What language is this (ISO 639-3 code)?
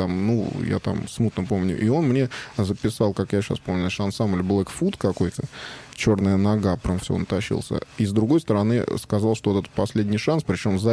rus